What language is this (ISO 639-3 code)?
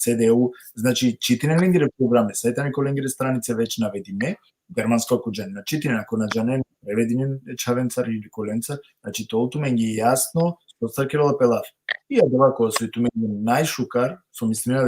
rmn